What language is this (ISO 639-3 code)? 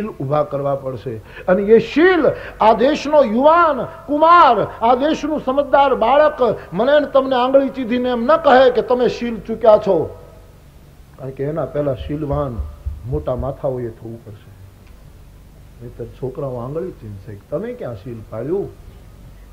guj